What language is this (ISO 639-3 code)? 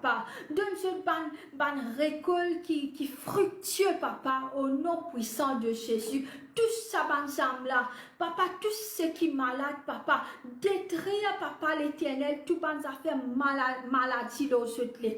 mfe